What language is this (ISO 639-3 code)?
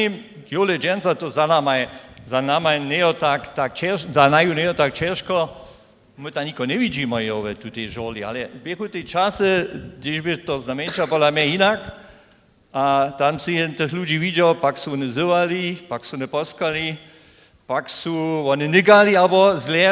hsb